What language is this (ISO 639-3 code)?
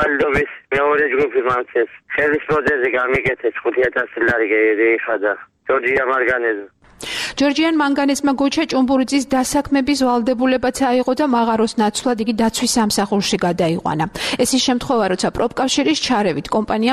kat